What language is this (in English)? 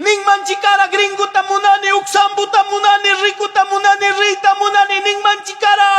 Ayacucho Quechua